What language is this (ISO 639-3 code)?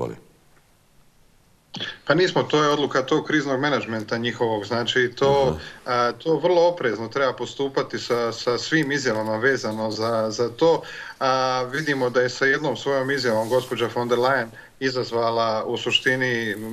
bos